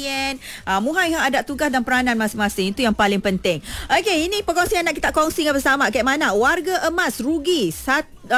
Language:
Malay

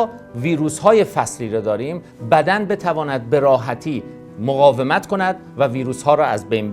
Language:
Persian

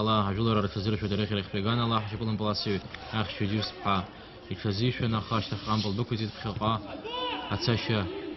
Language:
Abkhazian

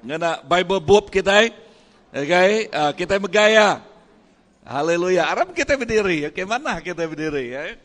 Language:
Iban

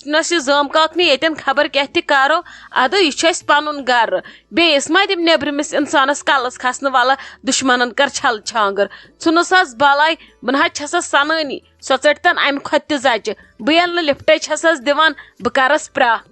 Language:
Kashmiri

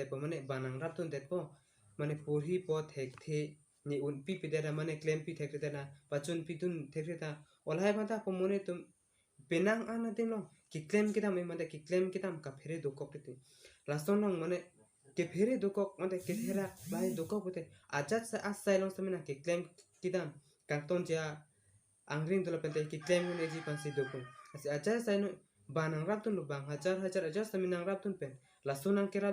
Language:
Karbi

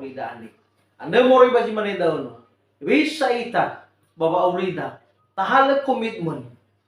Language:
Nias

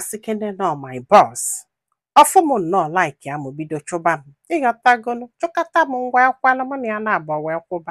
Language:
Igbo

